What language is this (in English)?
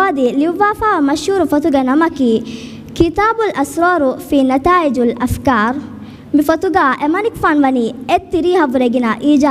Divehi